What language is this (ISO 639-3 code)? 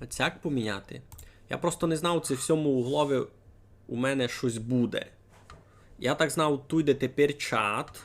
rue